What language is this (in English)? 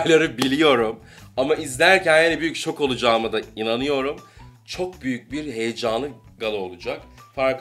Turkish